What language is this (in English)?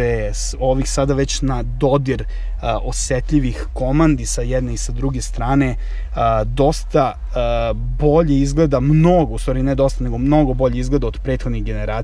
Serbian